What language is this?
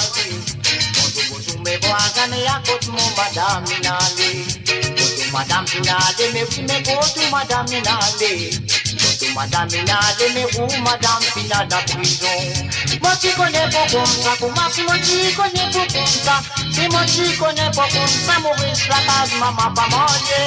Morisyen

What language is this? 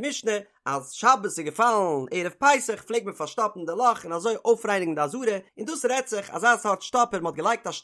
Yiddish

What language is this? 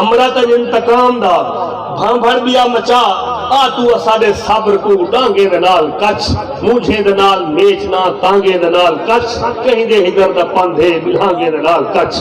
Saraiki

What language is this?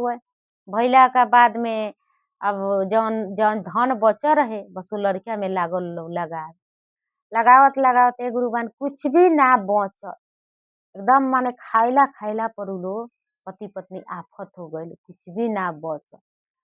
Bhojpuri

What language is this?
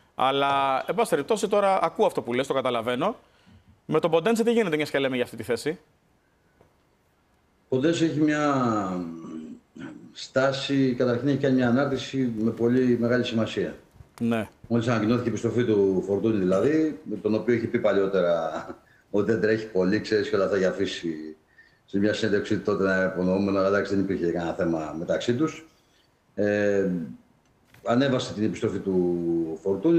Greek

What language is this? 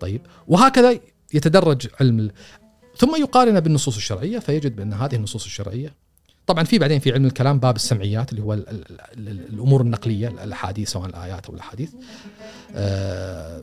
Gulf Arabic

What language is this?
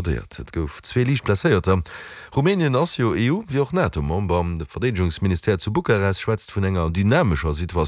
Luxembourgish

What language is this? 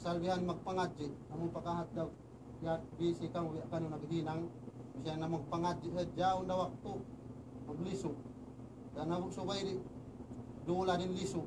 Tausug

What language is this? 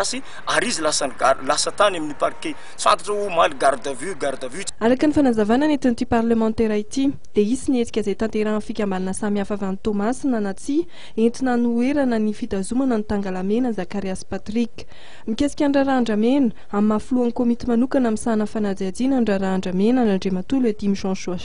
Malagasy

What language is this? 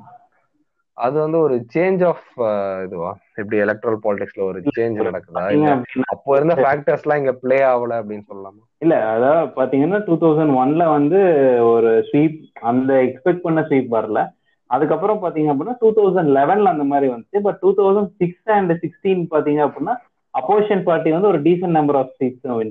Tamil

